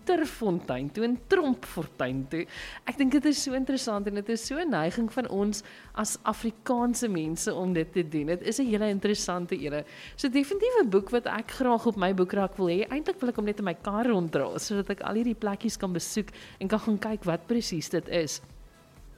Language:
Afrikaans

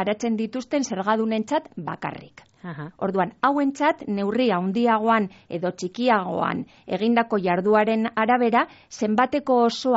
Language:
Basque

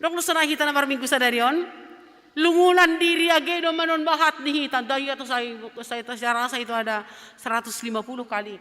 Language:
Batak Simalungun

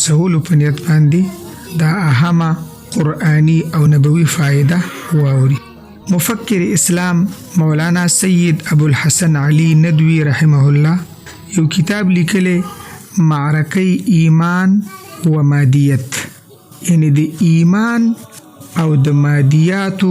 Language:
Pashto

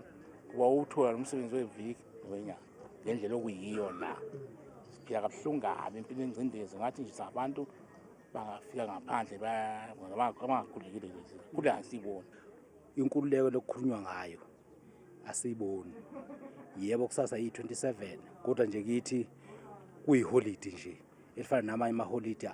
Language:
Zulu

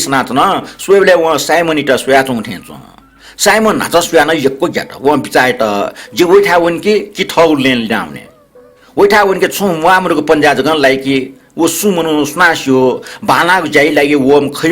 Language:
Newari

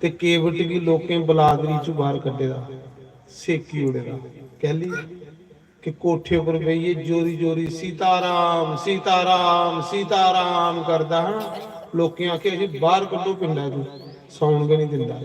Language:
Dogri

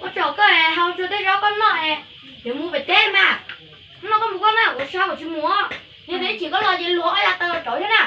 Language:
Hmong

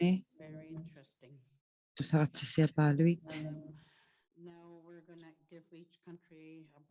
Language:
Inuktitut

